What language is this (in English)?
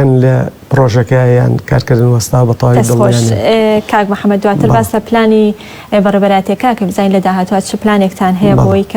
Central Kurdish